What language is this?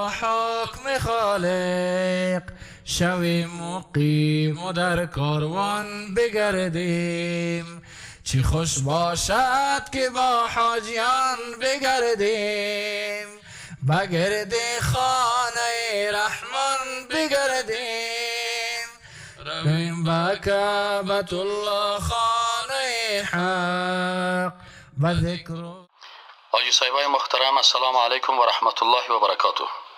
Persian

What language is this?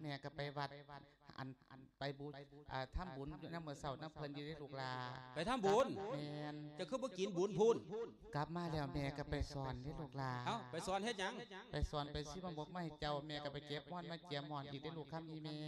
Lao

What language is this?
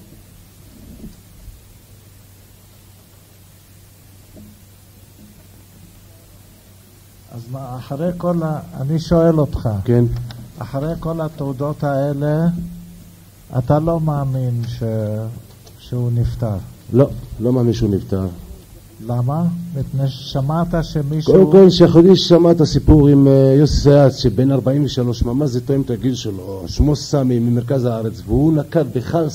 Hebrew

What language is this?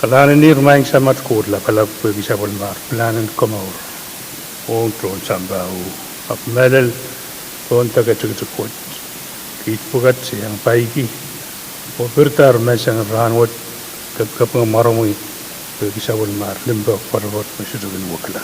Pohnpeian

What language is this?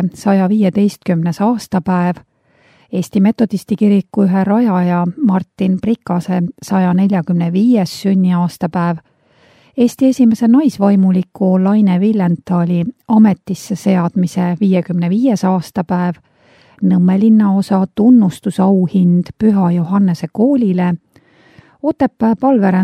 Estonian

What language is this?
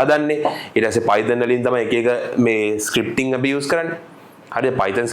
Sinhala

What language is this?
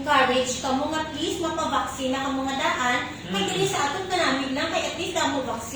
Hiligaynon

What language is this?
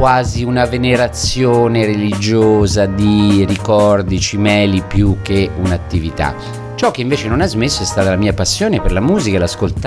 Italian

